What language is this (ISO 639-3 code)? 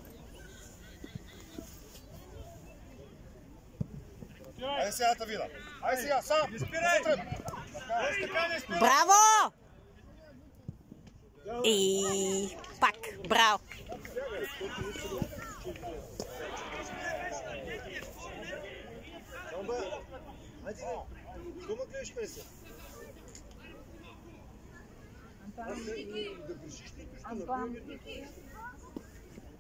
bul